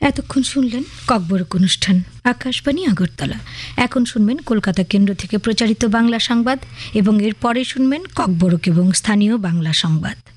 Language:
Bangla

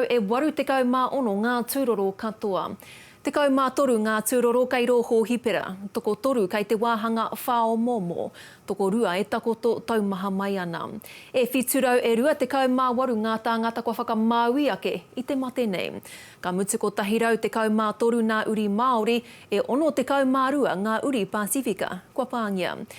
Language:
Māori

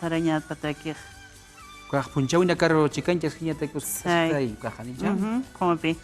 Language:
Aymara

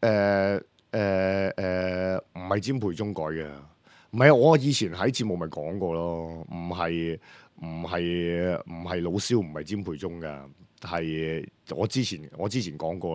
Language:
Cantonese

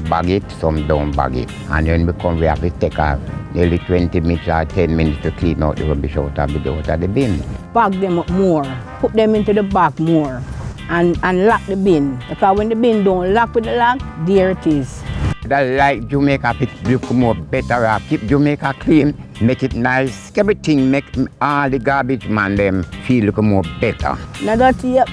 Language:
Jamaican Creole English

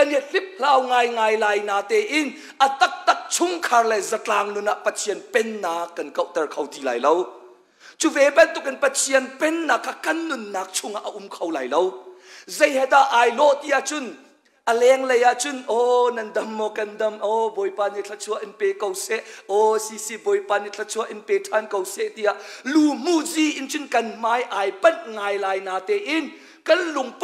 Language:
Hakha Chin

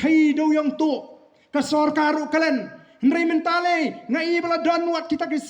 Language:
Khasi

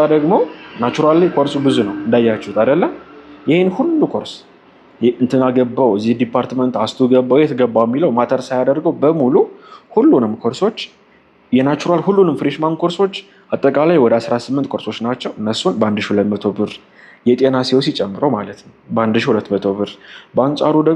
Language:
Amharic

